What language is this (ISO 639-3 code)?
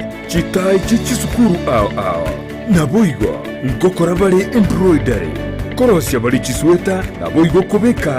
guz